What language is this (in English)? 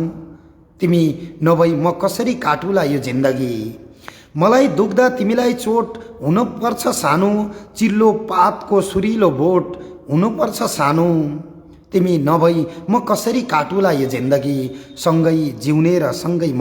Nepali